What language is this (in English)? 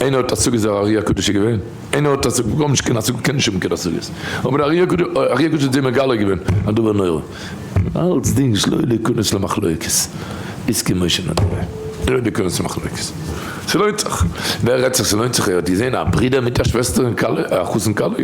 Yiddish